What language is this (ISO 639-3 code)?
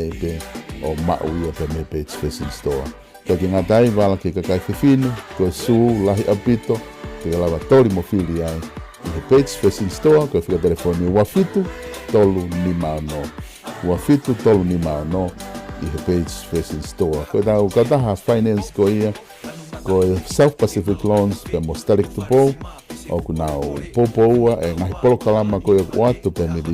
ton